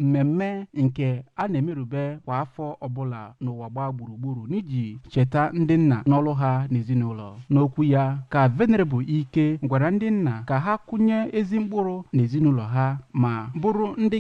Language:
Igbo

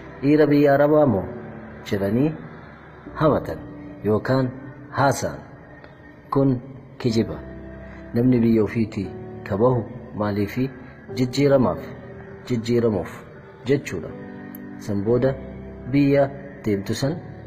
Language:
Oromo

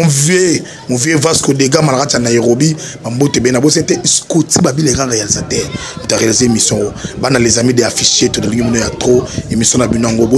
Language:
Lingala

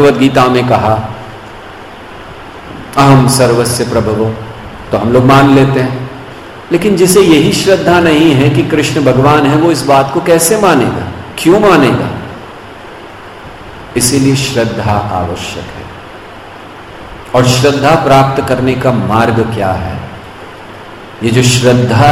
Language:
Hindi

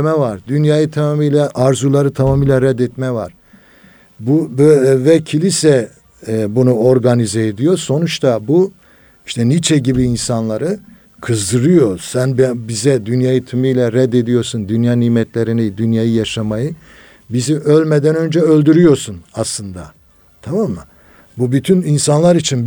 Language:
Turkish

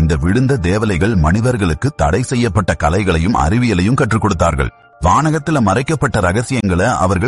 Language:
Tamil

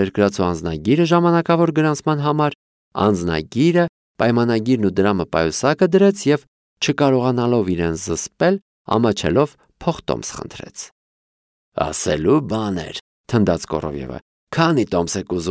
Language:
Armenian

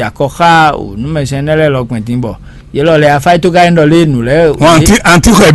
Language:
Fon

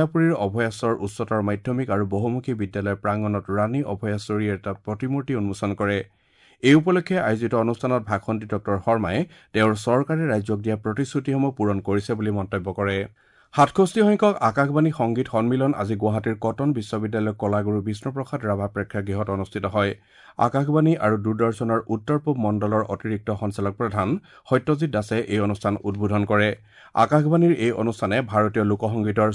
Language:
Assamese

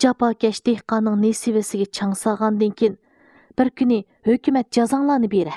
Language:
Uyghur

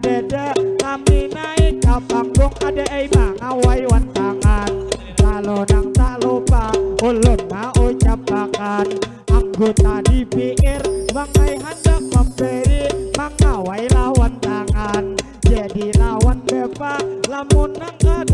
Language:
Banjar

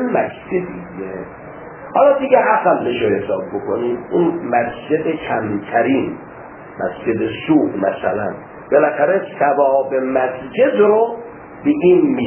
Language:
Persian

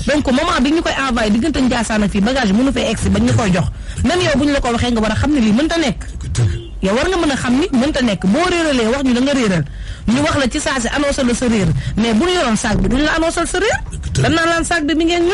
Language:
Wolof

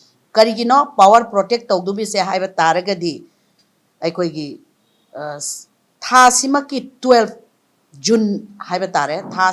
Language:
Manipuri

